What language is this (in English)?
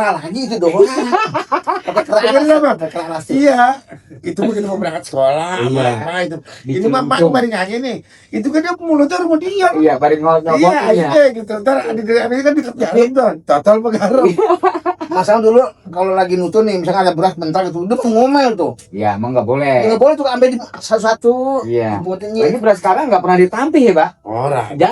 Betawi